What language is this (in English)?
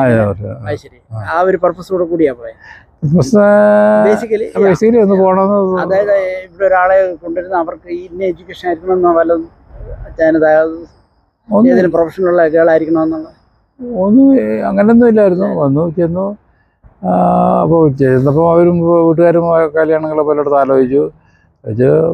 Malayalam